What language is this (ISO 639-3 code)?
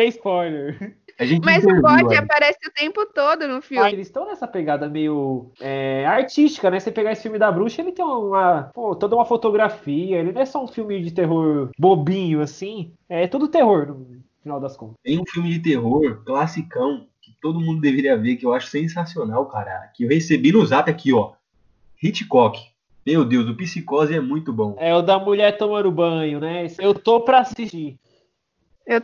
por